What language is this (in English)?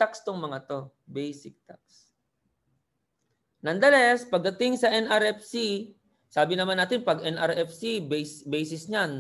Filipino